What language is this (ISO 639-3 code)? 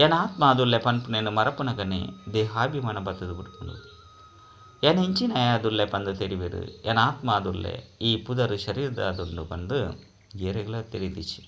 tcy